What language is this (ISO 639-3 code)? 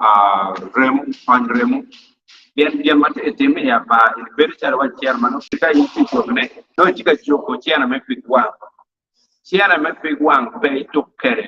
ach